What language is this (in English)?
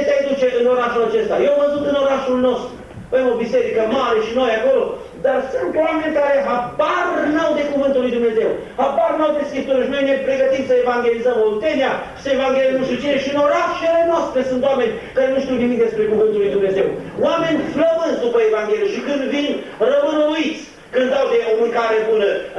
Romanian